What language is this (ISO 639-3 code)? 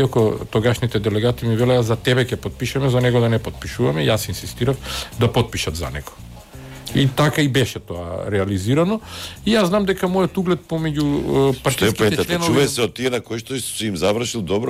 mkd